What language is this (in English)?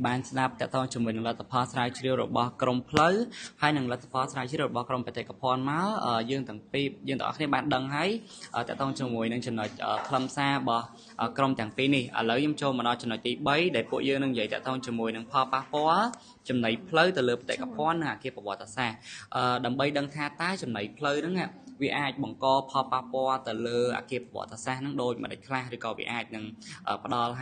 Khmer